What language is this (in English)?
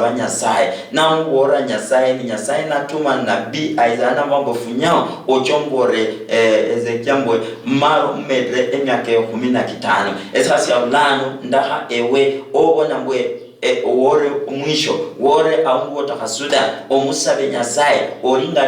Luyia